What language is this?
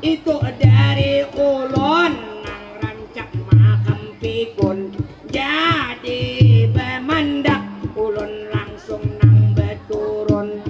Banjar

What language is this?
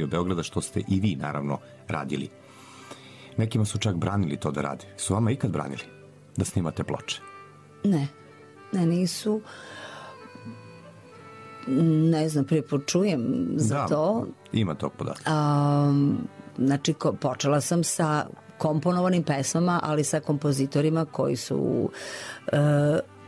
Serbian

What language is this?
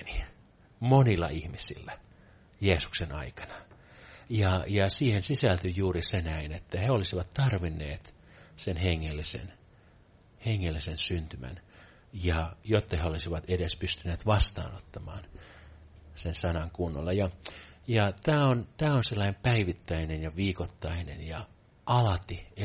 Finnish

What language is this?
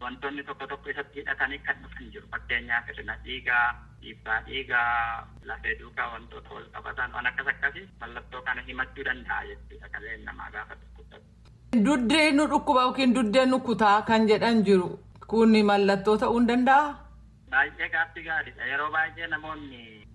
Oromo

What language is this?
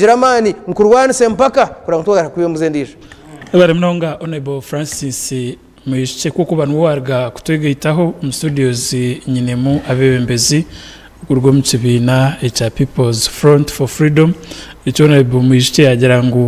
Nyankole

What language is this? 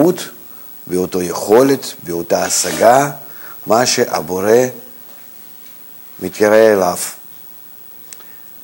Hebrew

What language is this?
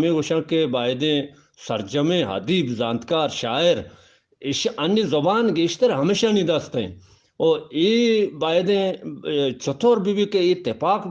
Eastern Balochi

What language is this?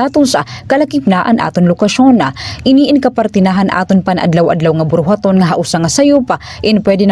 Waray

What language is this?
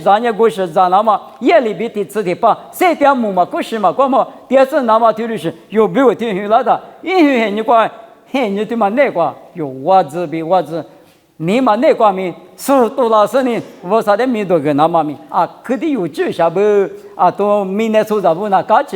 Lisu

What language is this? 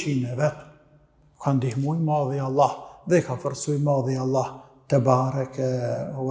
Albanian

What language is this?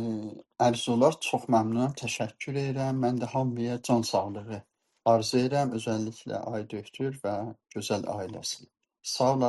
South Azerbaijani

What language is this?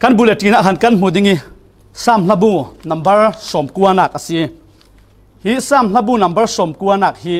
Falam Chin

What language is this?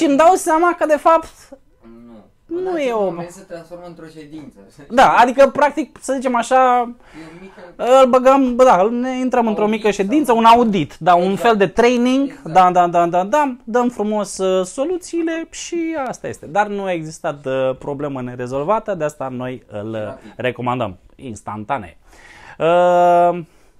Romanian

